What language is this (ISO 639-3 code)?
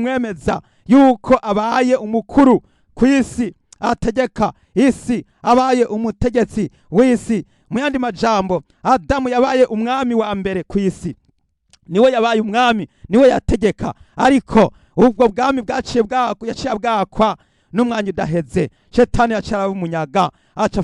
run